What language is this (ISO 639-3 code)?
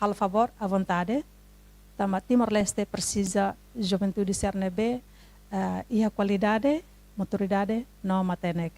tet